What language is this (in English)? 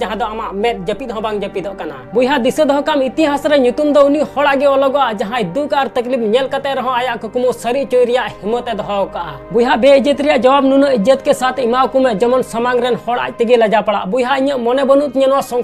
Santali